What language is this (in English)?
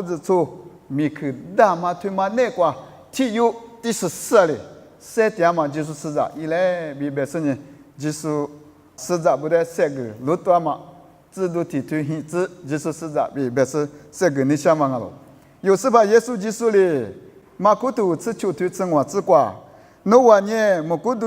Lisu